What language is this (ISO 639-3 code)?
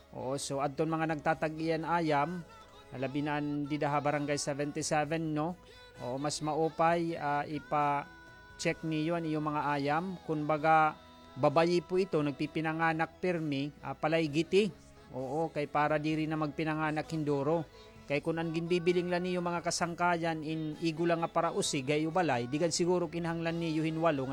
war